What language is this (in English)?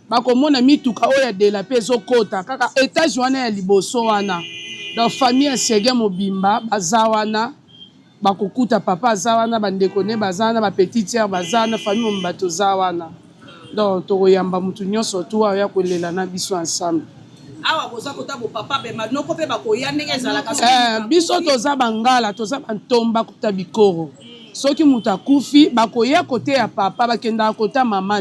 Lingala